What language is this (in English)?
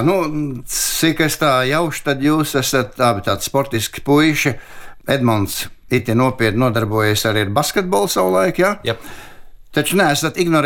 Latvian